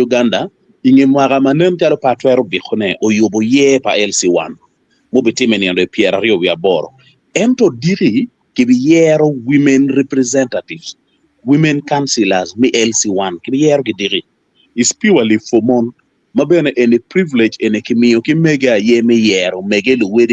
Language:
Acoli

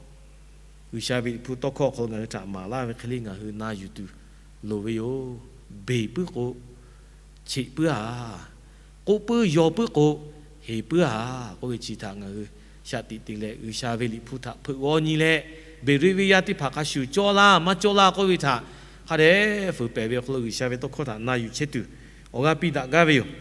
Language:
Lahu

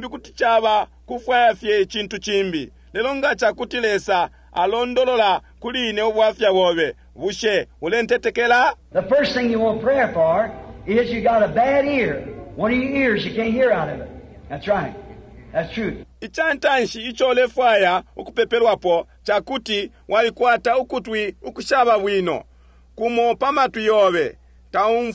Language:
Bemba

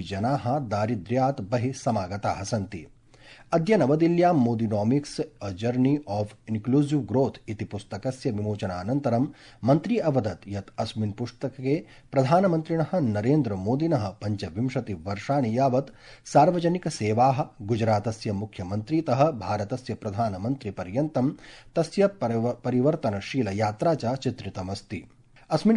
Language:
Sanskrit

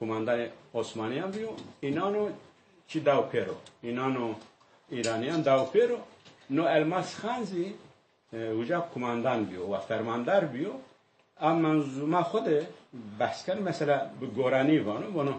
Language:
Zaza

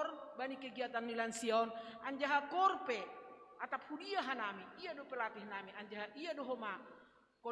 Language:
Batak Simalungun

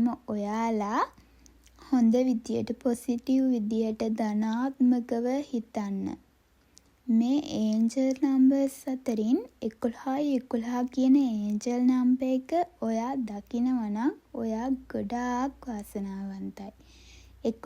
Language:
Sinhala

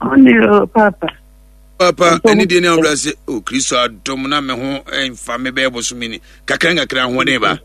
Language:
Akan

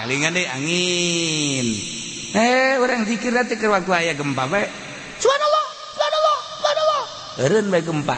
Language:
Sundanese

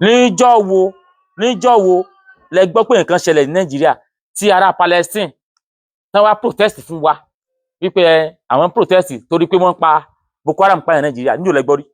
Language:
Yoruba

